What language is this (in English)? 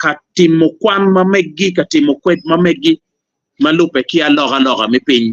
Acoli